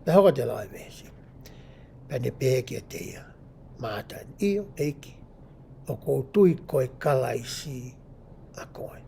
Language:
Tongan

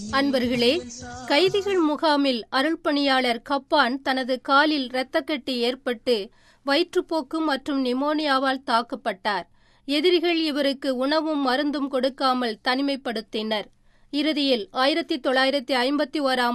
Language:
Tamil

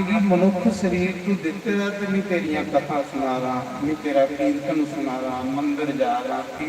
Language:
Dogri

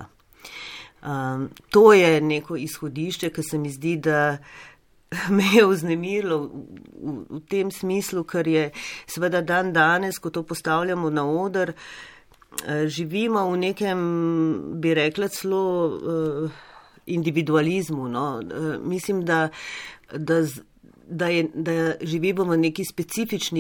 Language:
Slovenian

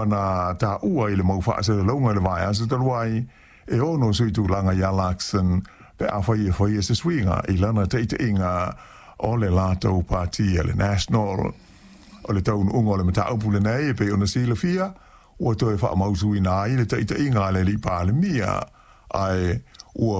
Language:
Samoan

